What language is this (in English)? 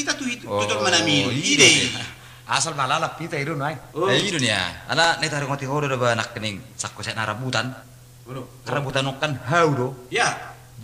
Batak Toba